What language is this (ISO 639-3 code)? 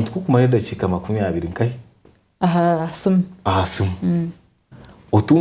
nyn